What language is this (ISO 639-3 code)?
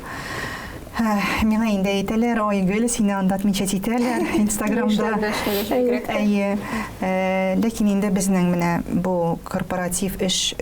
tat